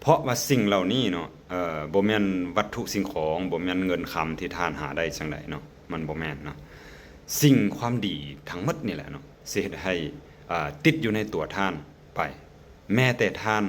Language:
Lao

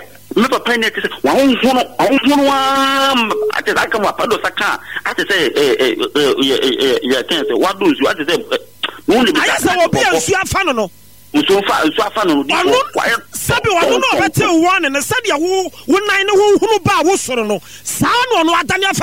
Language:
Akan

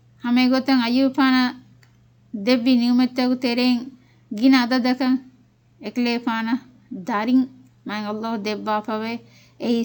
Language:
Divehi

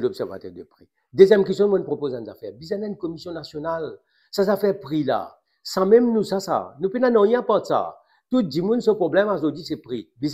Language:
Morisyen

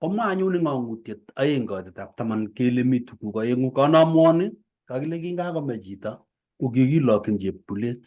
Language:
Kalenjin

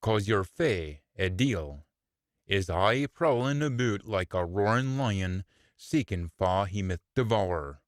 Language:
Scots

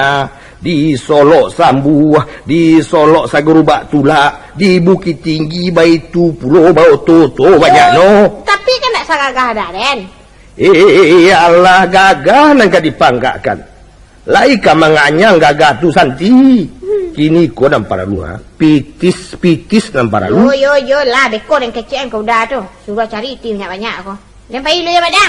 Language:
Minangkabau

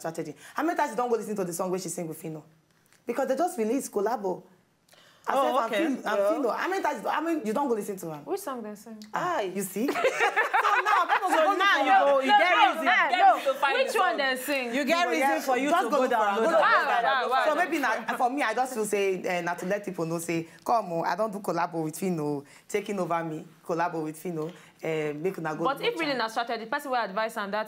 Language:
Nigerian Pidgin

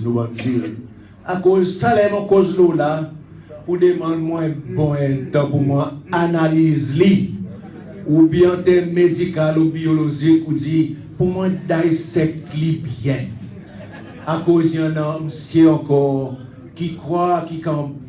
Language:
Seselwa Creole French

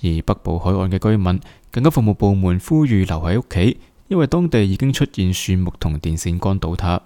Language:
Cantonese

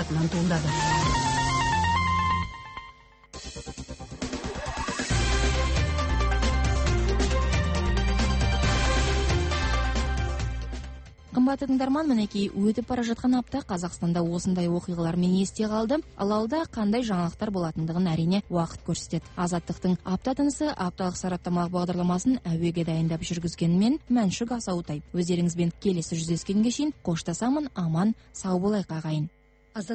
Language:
Kazakh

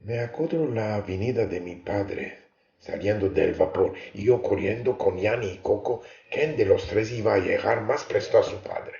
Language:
Ladino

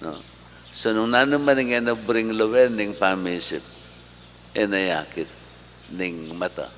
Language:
Pampanga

